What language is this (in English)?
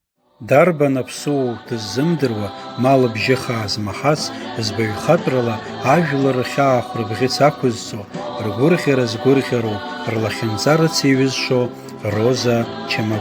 Abkhazian